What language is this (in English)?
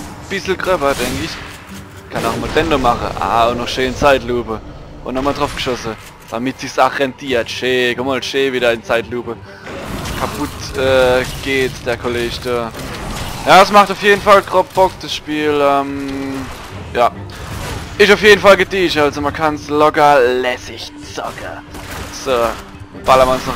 Palatine German